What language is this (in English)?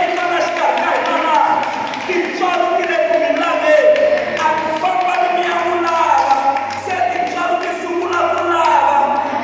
Tsonga